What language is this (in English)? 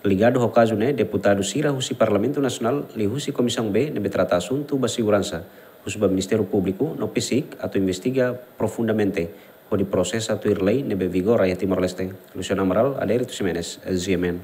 Tetum